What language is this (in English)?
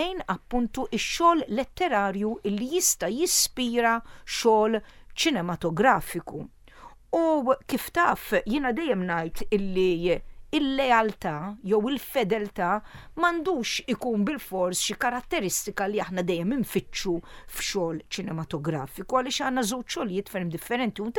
Maltese